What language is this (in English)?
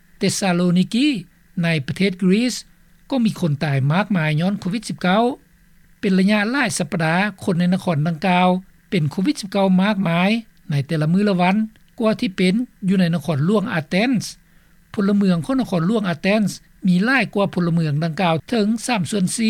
Lao